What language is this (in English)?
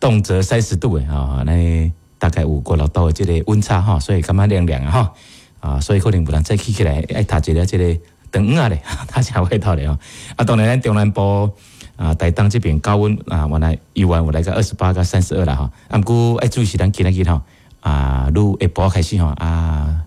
Min Nan Chinese